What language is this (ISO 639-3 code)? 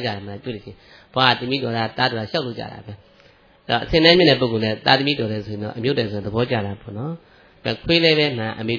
mya